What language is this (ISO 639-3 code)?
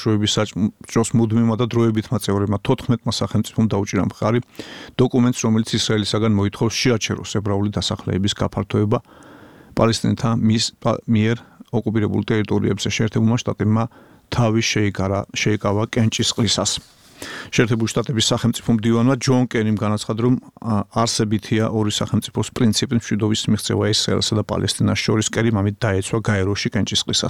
kat